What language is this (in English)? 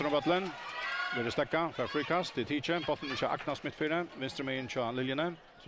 Faroese